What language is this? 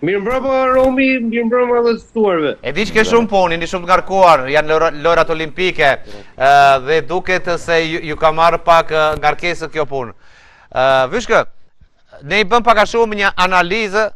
Albanian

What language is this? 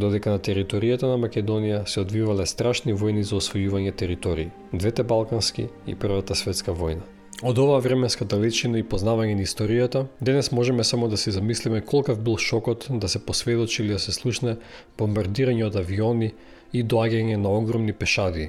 Macedonian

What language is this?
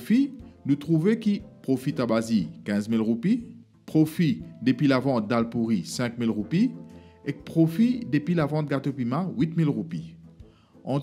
Morisyen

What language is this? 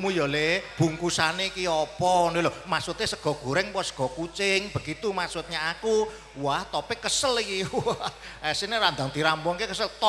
Javanese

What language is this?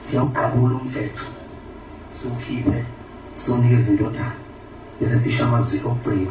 Zulu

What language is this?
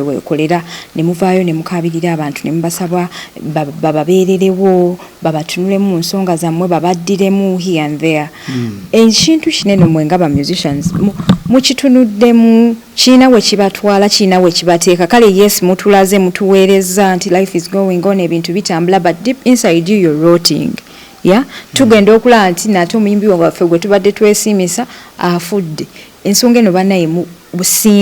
Ganda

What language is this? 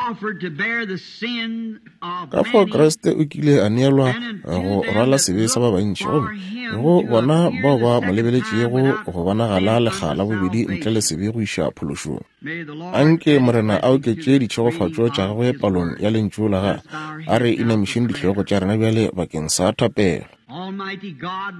Northern Sotho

